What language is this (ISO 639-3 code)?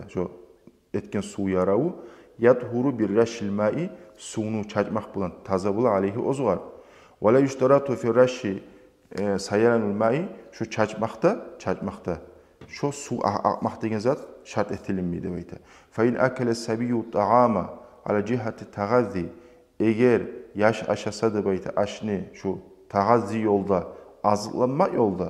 kum